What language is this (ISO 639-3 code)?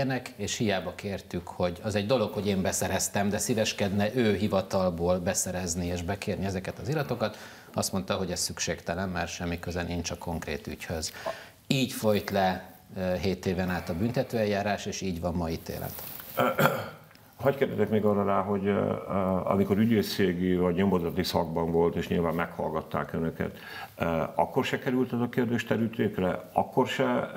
hun